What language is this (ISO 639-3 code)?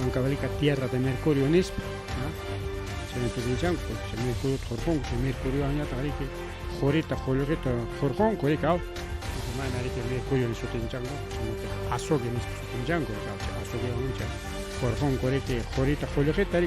quy